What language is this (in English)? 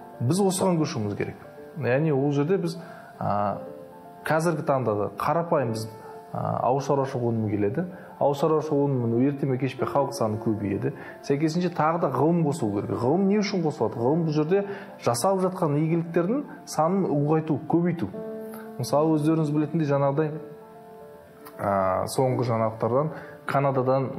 Kazakh